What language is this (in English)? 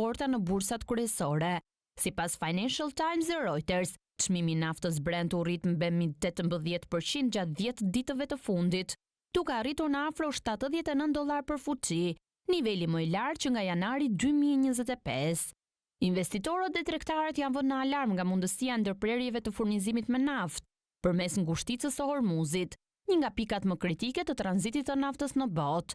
Albanian